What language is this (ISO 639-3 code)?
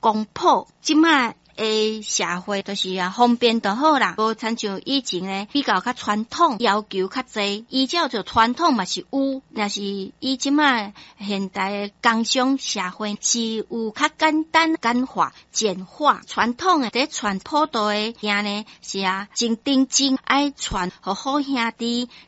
nan